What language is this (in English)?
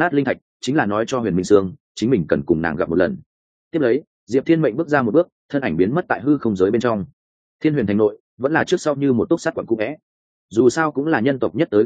Vietnamese